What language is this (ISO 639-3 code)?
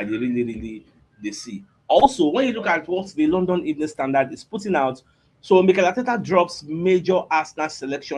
pcm